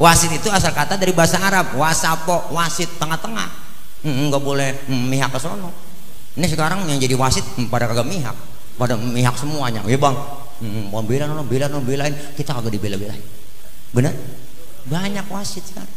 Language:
Betawi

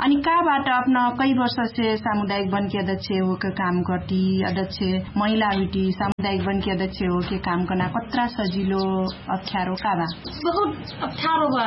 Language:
Dangaura Tharu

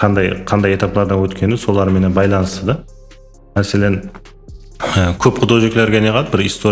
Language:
Kara-Kalpak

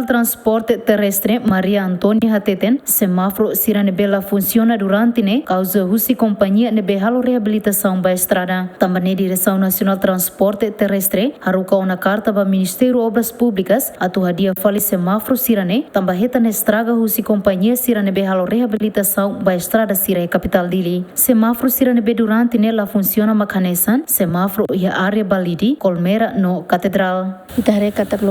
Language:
Tetum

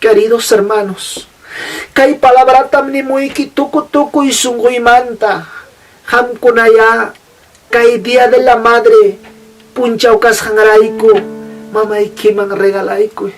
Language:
Ayacucho Quechua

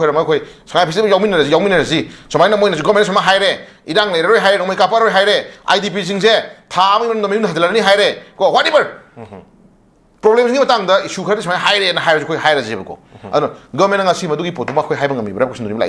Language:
Manipuri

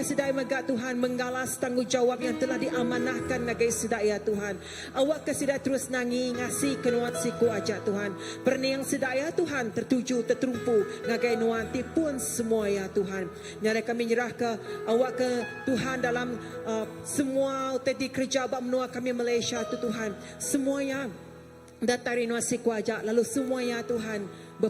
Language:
Iban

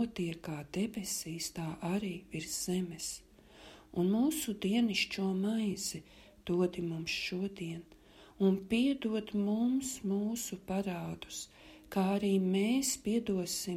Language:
Latvian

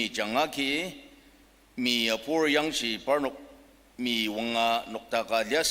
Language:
Ao Naga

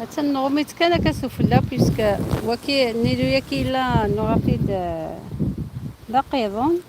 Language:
Algerian Arabic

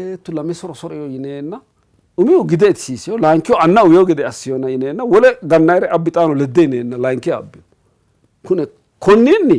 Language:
Sidamo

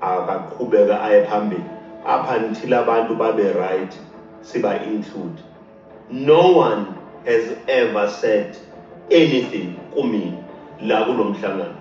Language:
Zulu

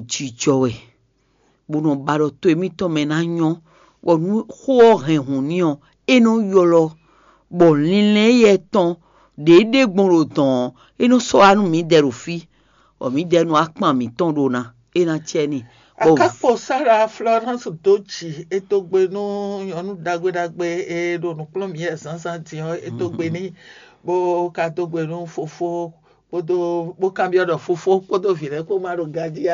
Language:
Fon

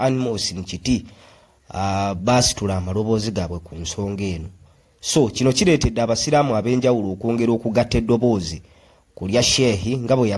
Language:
Ganda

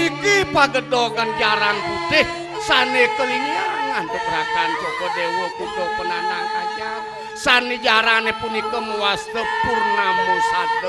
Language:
Balinese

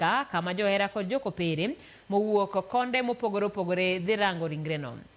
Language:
Luo (Kenya and Tanzania)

